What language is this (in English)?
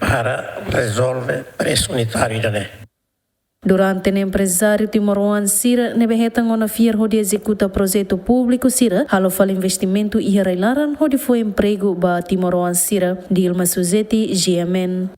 Tetum